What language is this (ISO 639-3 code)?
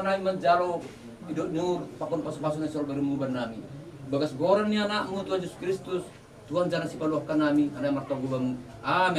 bbc